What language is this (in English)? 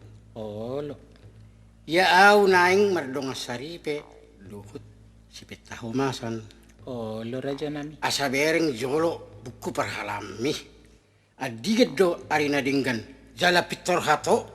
Batak Toba